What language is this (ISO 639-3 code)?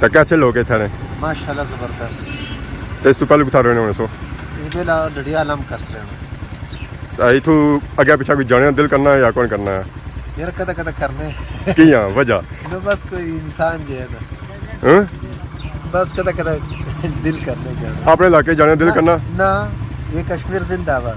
phr